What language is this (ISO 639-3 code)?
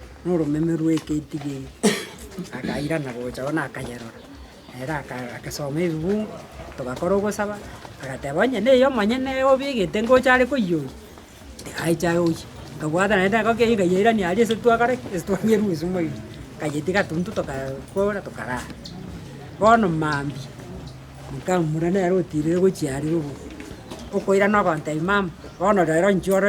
guz